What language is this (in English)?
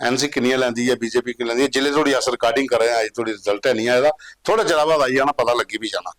Dogri